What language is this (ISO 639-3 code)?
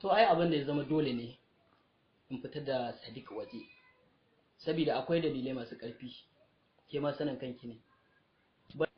hau